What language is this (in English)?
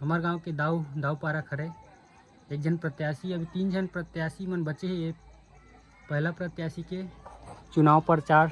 Chhattisgarhi